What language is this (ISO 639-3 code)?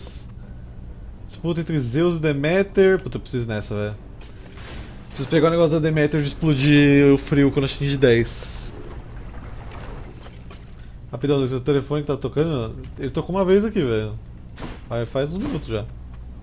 por